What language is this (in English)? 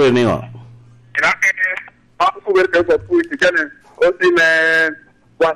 Lango (Uganda)